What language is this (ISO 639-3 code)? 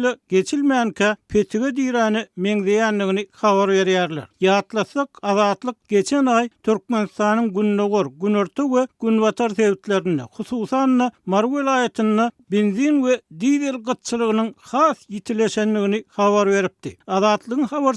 tuk